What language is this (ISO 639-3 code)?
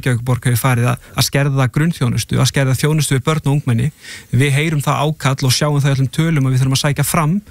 isl